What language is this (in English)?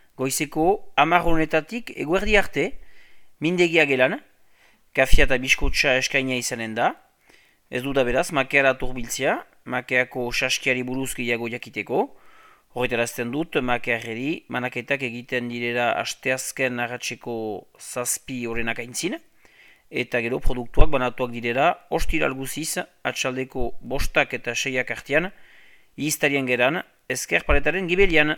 Basque